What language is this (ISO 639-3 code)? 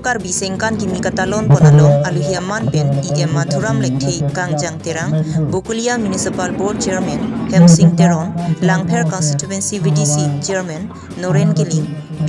mjw